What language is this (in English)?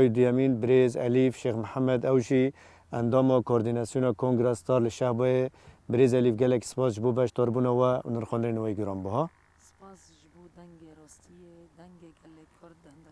Kurdish